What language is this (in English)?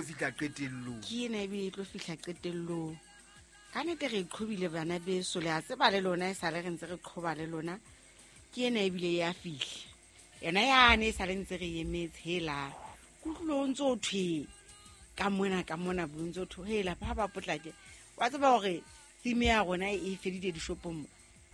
Southern Sotho